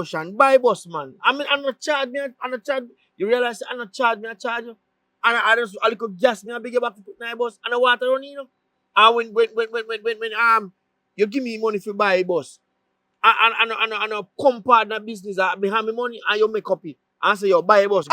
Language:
Jamaican Creole English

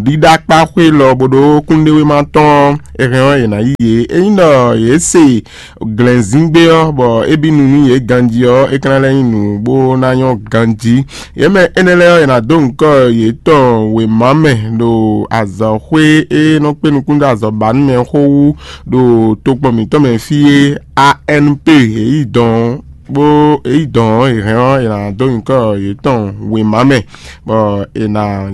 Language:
Fon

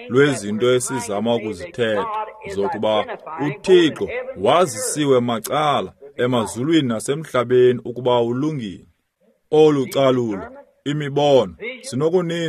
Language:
Xhosa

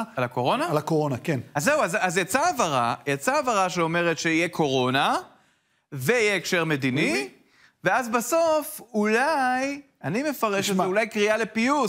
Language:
Hebrew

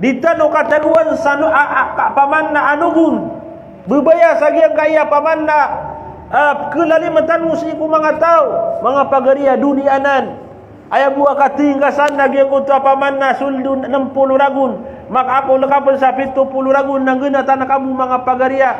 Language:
Maranao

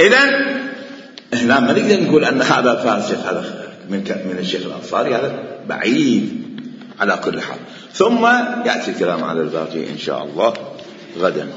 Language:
Mesopotamian Arabic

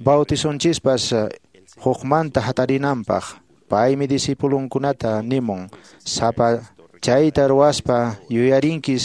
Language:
Quechua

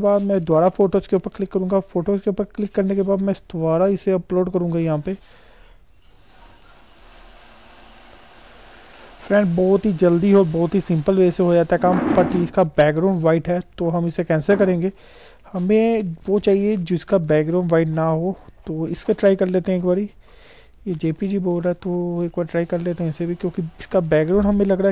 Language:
Hindi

